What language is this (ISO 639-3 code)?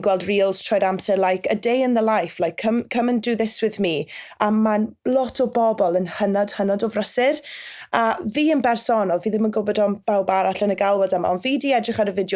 cym